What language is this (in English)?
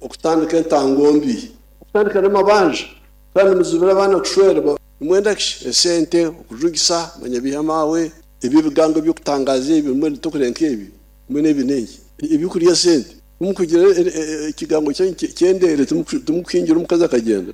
Nyoro